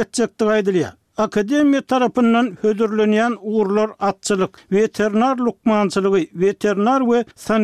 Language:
Turkmen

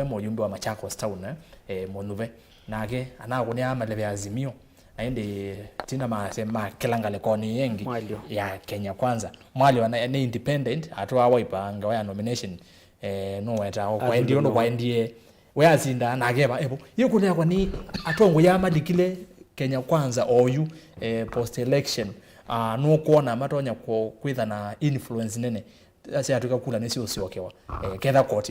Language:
Kamba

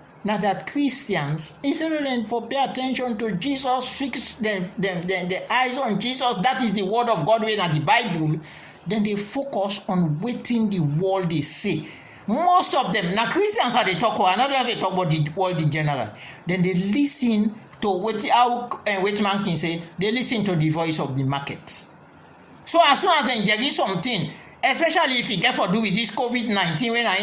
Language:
Krio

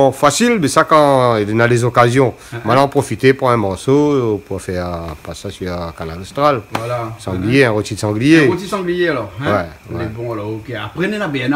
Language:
Réunion Creole French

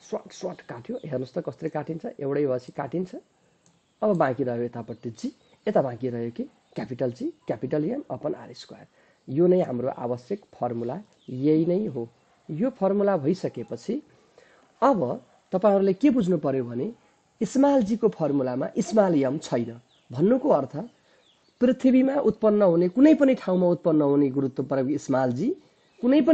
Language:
Nepali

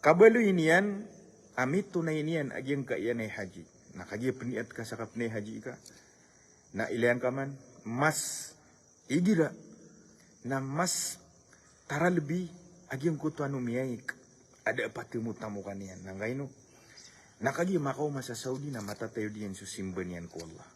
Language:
Maranao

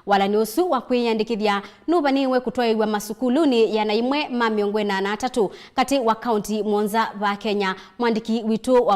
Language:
Kamba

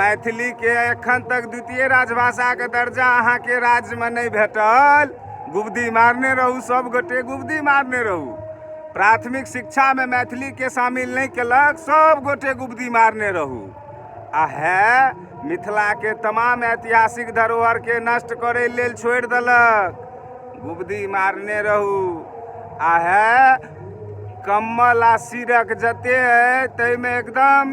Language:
Maithili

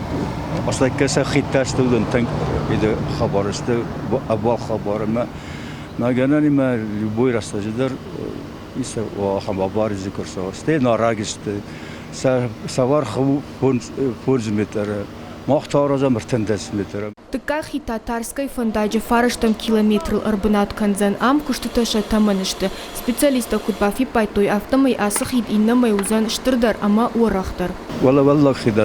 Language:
Ossetic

